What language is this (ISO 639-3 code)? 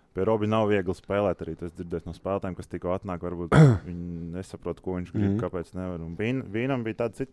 lav